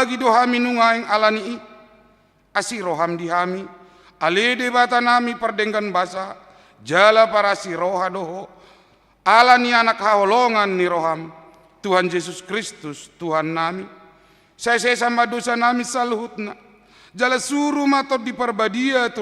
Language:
Batak Toba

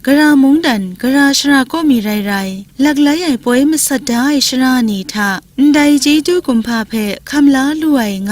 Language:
Kachin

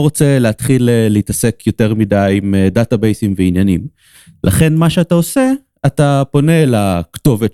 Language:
Hebrew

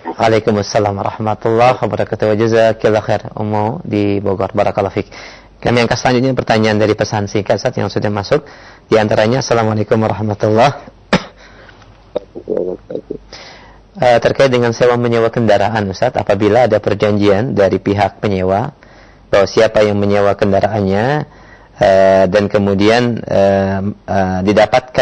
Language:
Indonesian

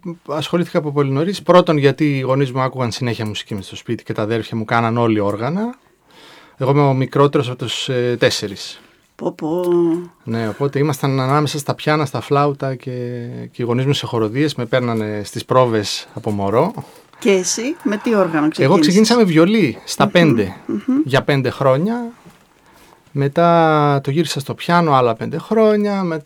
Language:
Greek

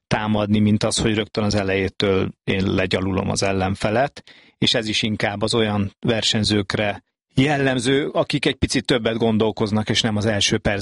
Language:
Hungarian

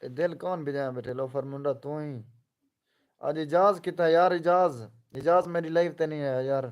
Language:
Saraiki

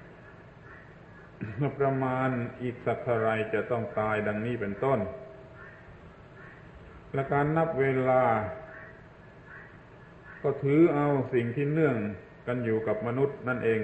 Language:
Thai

